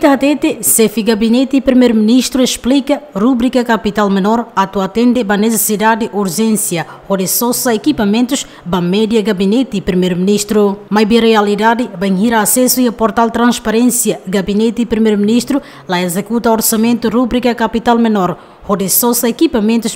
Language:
Tetum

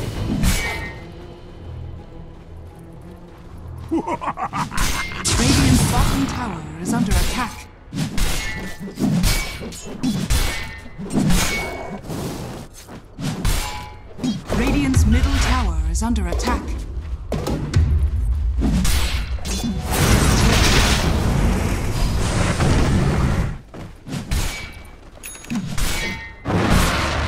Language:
English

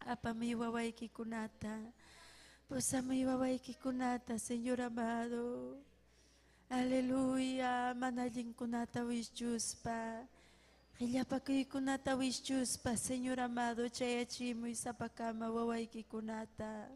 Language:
Ayacucho Quechua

